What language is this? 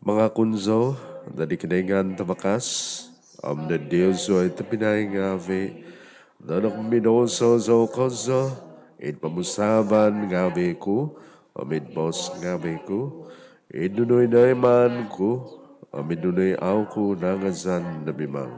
Central Dusun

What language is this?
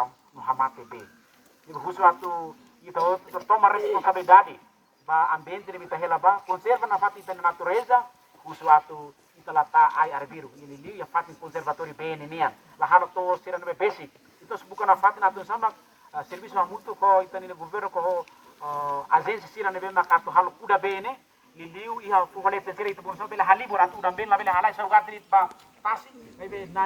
Tetum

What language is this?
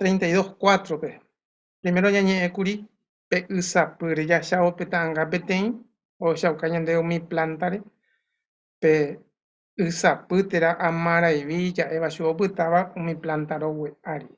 Guarani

